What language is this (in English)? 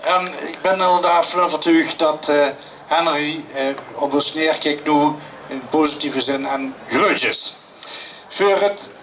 Limburgish